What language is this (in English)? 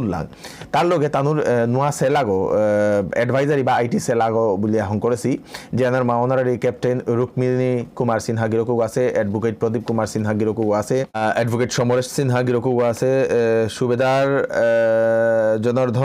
Bishnupriya